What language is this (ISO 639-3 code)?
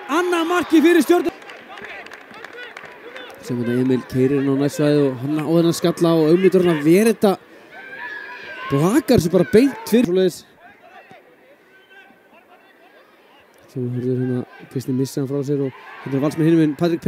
isl